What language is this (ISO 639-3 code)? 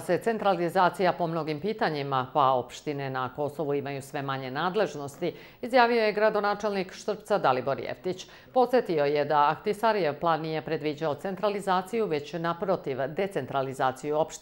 srp